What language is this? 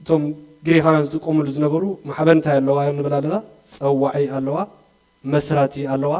Tigrinya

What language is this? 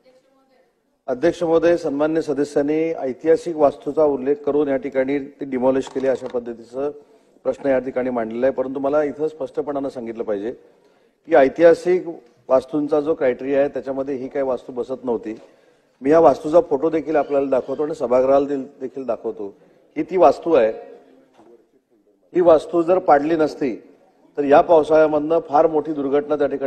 Marathi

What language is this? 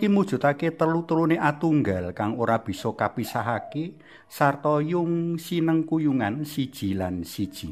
Javanese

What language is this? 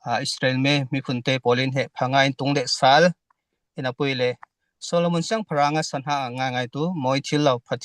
Falam Chin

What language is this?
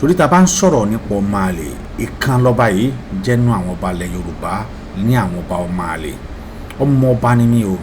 Yoruba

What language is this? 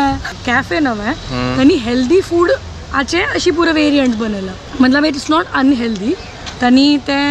Konkani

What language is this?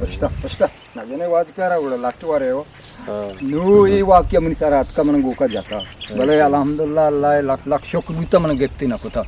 Eastern Balochi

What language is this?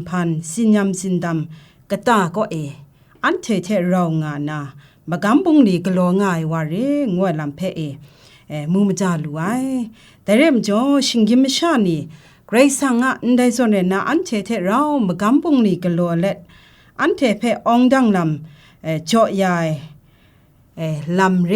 Kachin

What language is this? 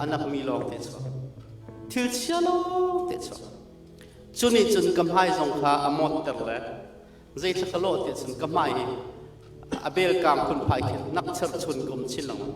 Hakha Chin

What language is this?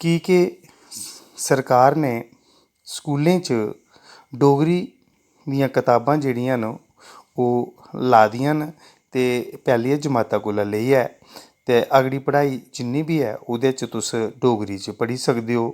Dogri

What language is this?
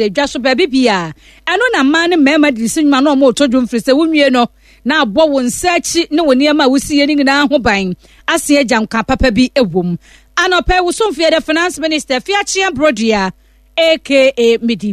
Akan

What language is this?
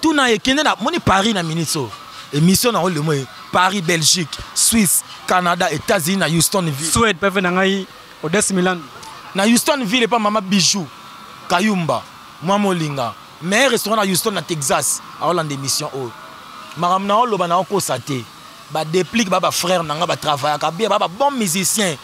Lingala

